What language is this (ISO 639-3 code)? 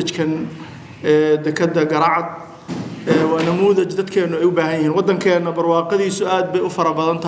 som